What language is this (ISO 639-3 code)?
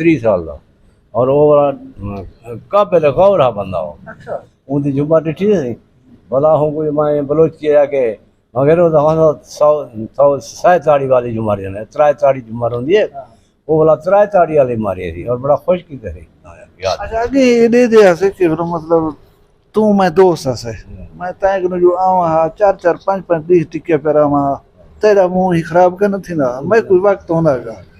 skr